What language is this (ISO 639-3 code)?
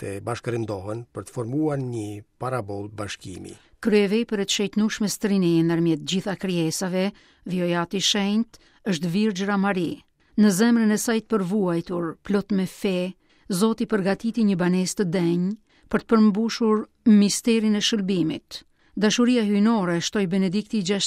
sqi